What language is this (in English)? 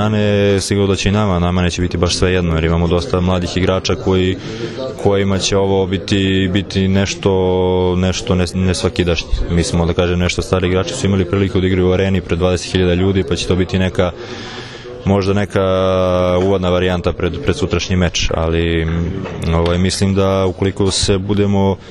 Serbian